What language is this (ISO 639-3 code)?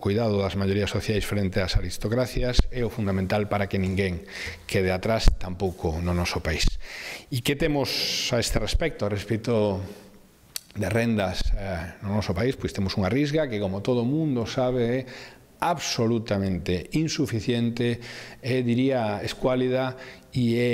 glg